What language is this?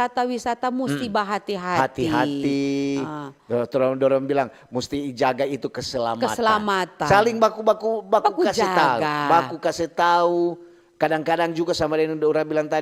Manado Malay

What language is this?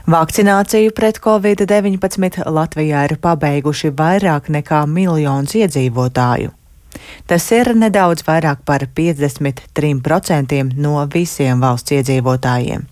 Latvian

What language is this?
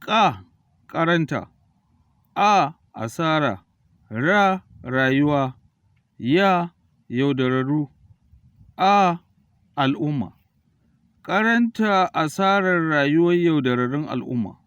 Hausa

